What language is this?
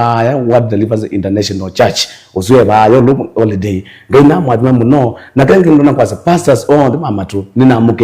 Kamba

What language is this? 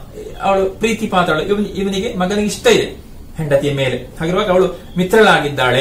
Kannada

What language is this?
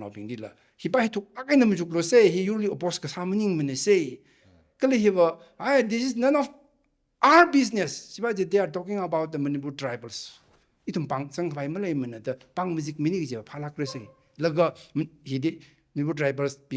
Tangkhul Naga (India)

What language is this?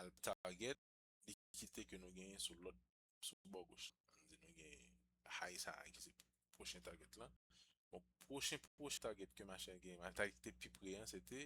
Haitian Creole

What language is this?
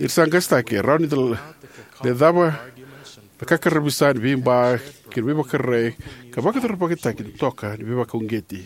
Fijian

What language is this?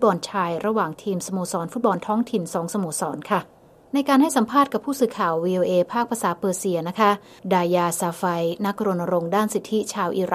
Thai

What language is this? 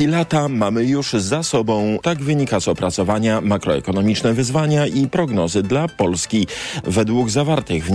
Polish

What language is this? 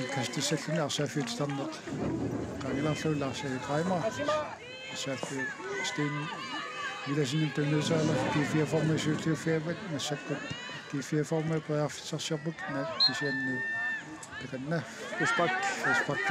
Kalaallisut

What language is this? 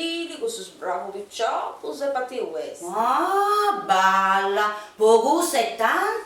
Sardinian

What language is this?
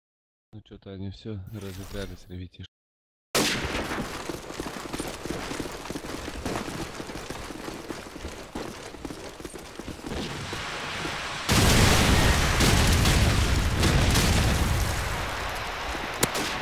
Russian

